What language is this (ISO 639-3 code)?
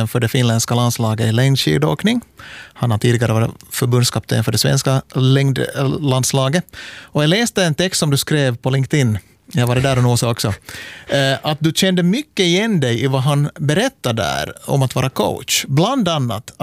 swe